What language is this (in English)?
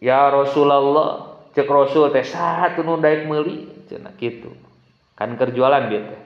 Sundanese